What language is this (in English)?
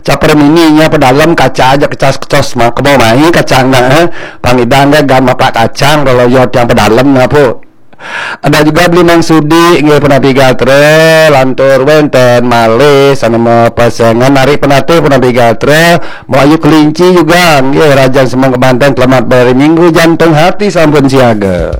Balinese